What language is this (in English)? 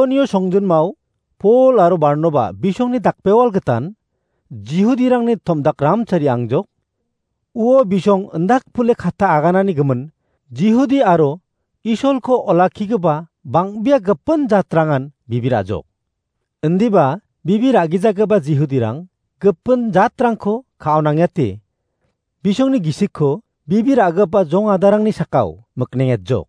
Garo